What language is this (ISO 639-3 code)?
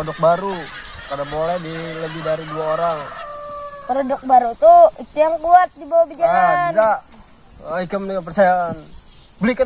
bjn